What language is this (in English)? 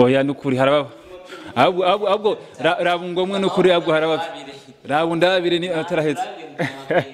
Rundi